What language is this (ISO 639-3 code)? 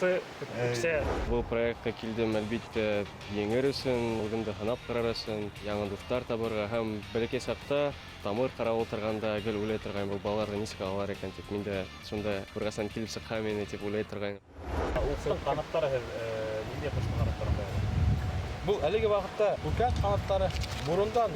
bak